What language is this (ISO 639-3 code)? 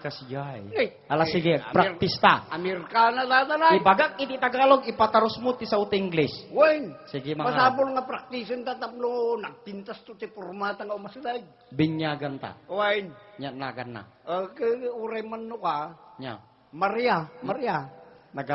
ilo